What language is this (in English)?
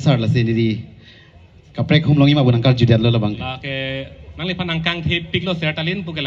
Karbi